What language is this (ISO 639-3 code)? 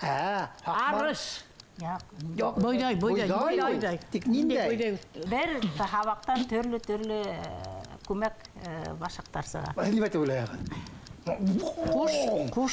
bak